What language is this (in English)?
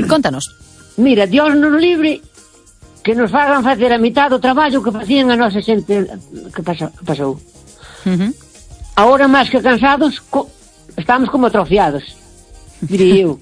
Galician